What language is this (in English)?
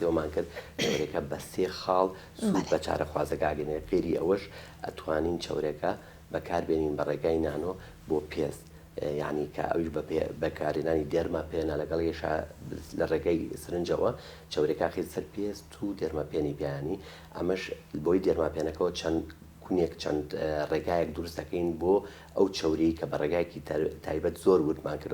Central Kurdish